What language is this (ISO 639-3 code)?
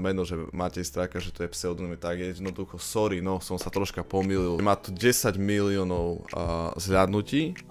slk